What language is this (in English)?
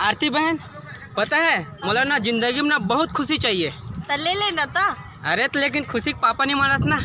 Chhattisgarhi